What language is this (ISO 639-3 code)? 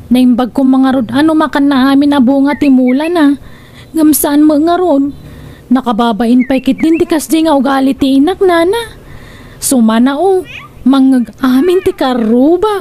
ilo